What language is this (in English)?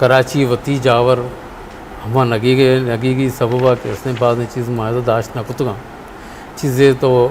Eastern Balochi